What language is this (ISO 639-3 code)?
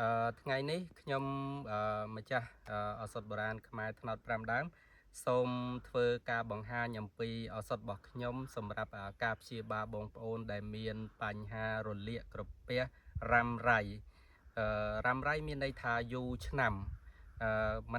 khm